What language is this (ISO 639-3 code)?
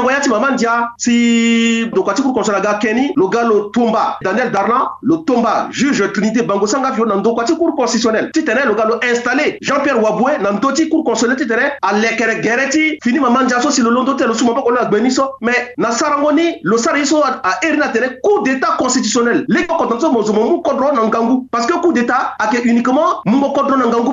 sag